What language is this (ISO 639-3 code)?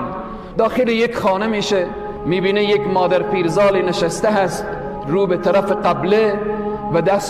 tgk